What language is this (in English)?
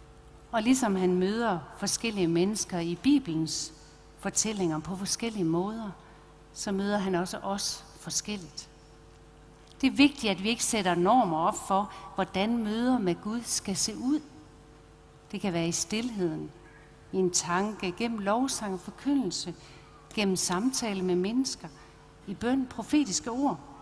Danish